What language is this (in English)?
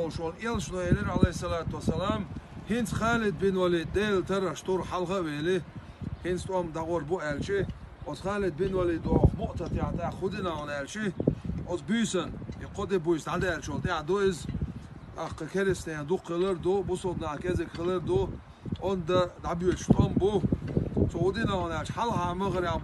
Chechen